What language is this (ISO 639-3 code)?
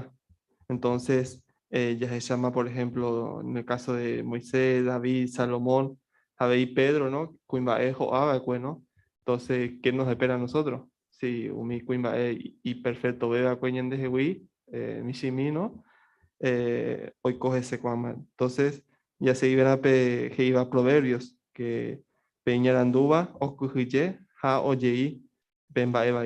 grn